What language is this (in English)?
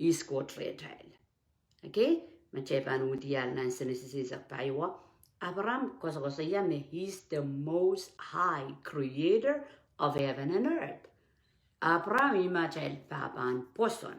Pohnpeian